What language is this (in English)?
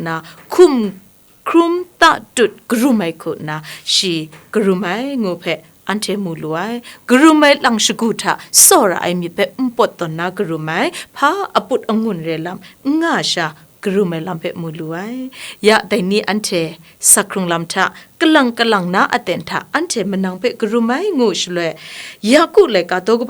Kachin